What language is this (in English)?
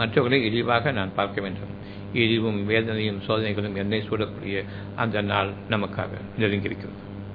Tamil